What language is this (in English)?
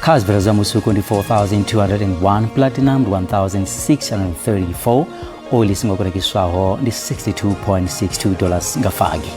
Venda